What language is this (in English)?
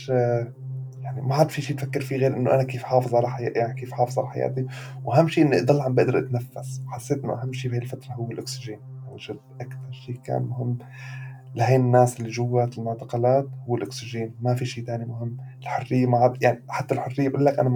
North Levantine Arabic